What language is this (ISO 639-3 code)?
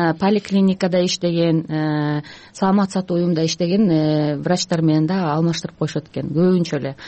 kir